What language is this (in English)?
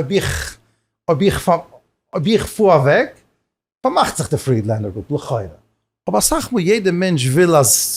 Yiddish